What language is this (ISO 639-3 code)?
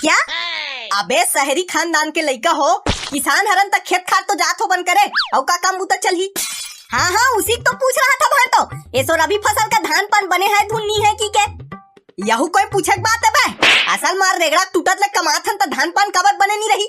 hne